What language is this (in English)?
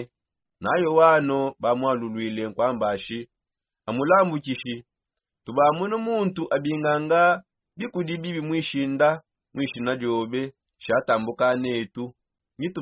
Songe